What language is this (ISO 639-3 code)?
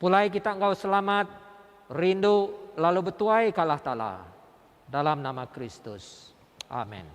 iba